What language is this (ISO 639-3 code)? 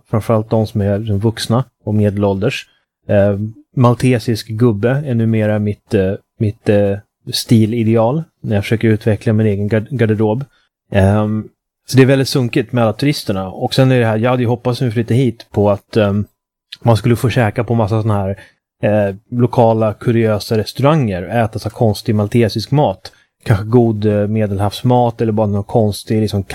swe